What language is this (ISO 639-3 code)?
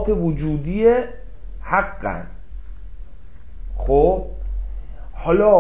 fas